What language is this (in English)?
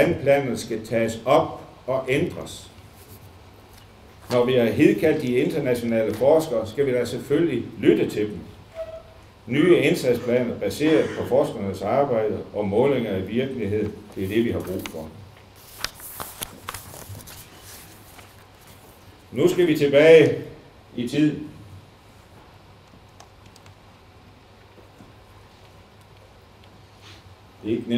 Danish